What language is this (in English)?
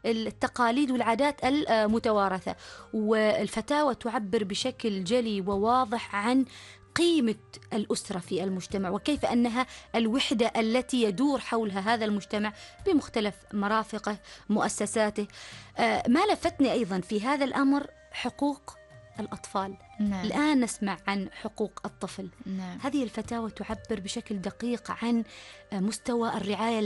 Arabic